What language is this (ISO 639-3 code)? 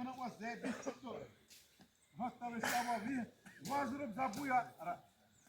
xav